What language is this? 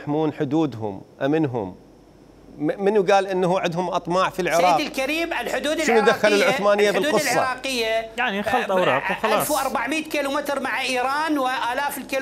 Mesopotamian Arabic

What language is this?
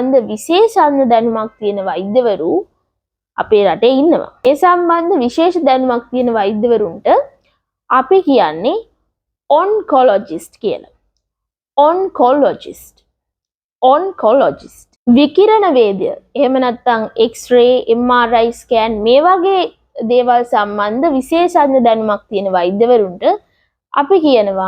Sinhala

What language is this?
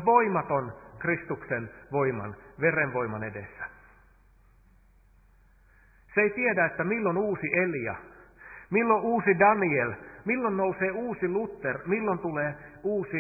Finnish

